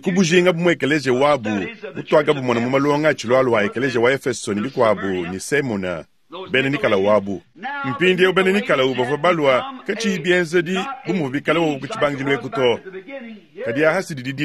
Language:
Luba-Lulua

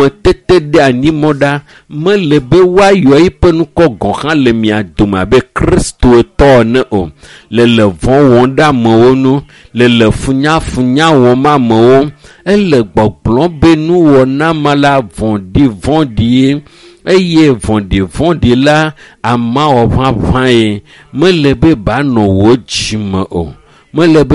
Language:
Ewe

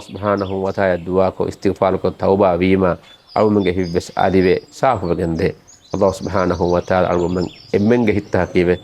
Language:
Divehi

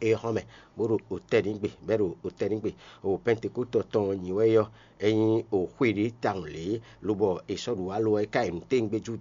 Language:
Fon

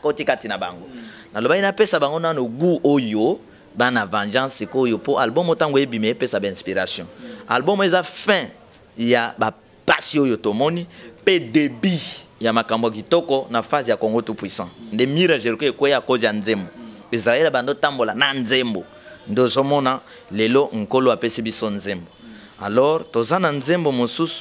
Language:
Lingala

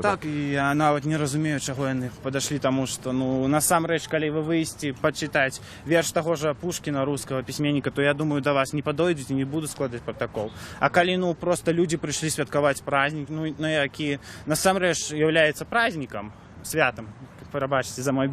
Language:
Belarusian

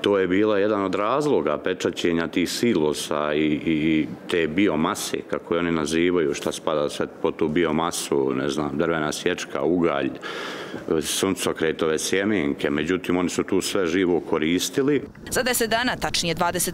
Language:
Bosnian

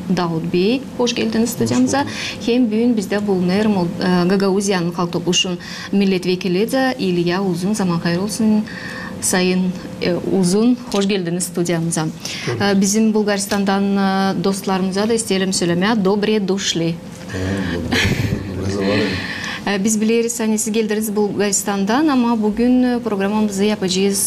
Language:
Gagauz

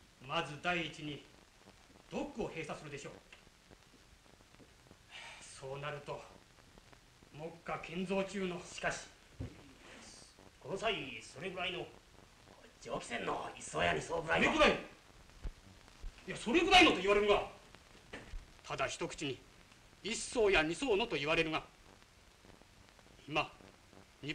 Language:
Japanese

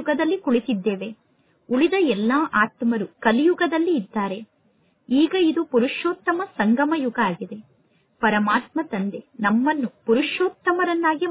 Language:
Kannada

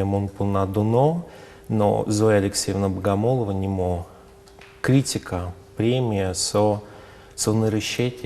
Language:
Udmurt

